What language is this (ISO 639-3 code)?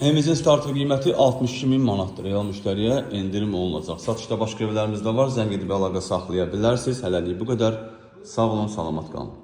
aze